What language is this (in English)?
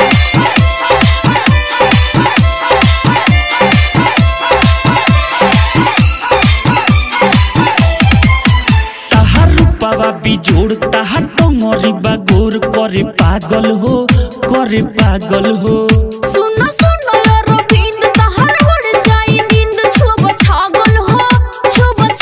Bhojpuri